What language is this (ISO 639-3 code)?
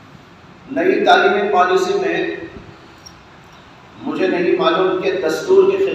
urd